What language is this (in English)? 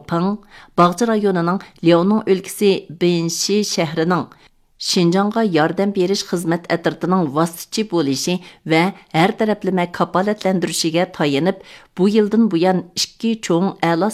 Uyghur